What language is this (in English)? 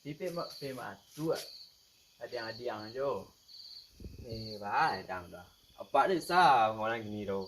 Minangkabau